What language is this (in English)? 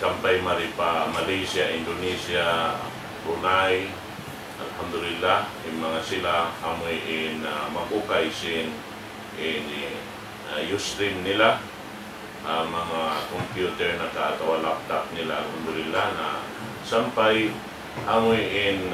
Tausug